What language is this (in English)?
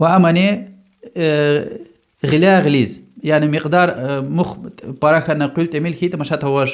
Lezghian